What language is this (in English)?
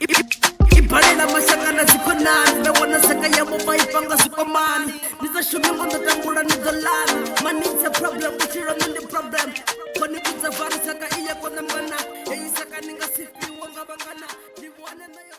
Venda